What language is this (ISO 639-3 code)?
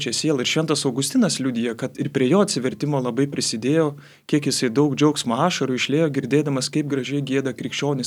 lit